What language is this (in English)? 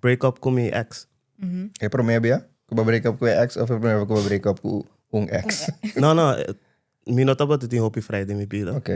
Papiamento